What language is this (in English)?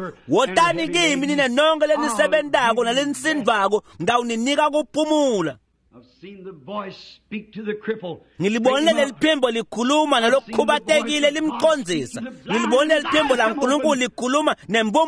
Swati